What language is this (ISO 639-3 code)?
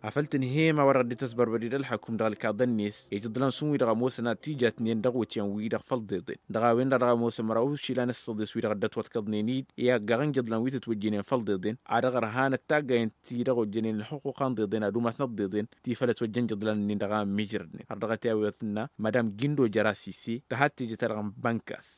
taq